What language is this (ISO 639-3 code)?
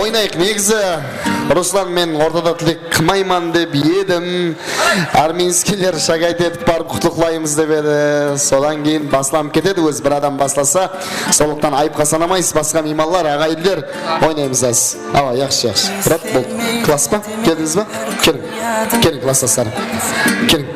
kaa